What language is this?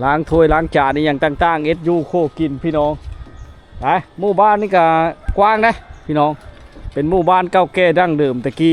Lao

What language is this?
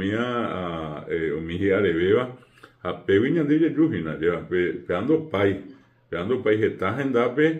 Guarani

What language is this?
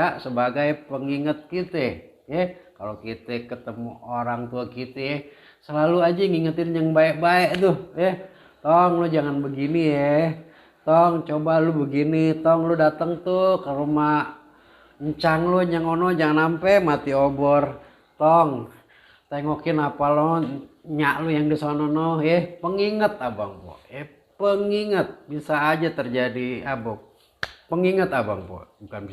Betawi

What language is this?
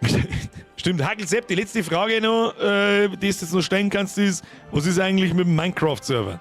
Bavarian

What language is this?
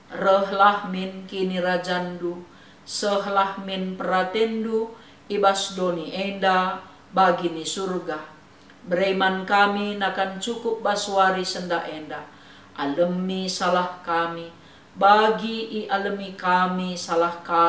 Batak Karo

